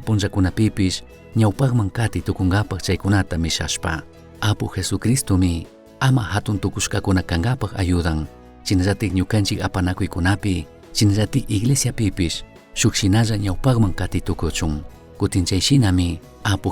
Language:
Chimborazo Highland Quichua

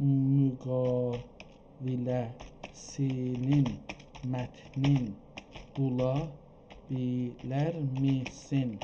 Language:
South Azerbaijani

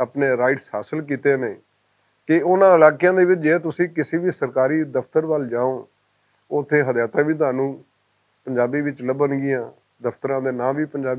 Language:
Western Panjabi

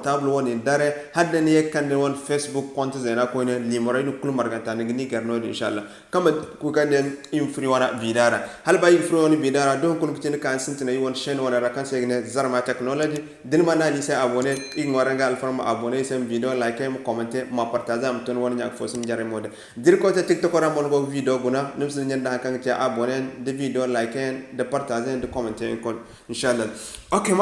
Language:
Zarma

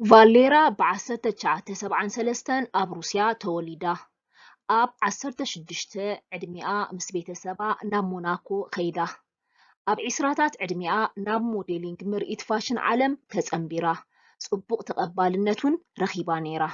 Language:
Tigrinya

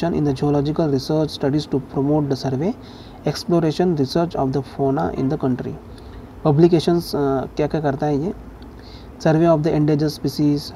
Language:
Hindi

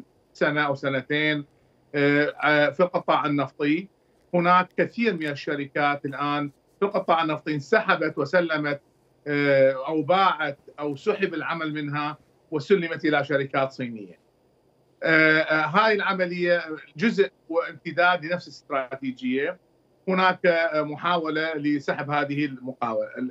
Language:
Mesopotamian Arabic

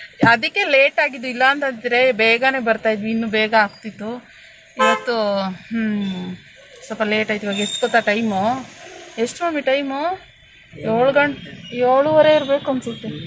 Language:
Kannada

